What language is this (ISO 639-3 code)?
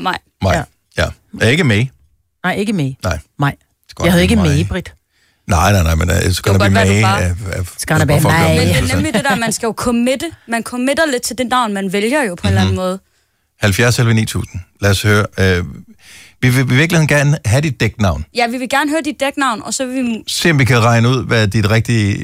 dan